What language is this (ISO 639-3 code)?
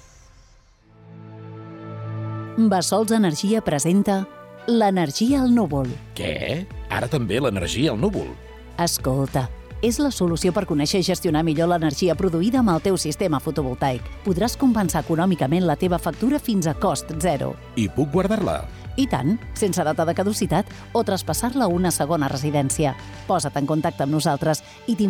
cat